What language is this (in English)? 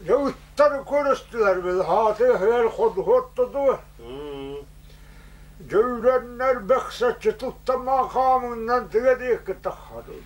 Yakut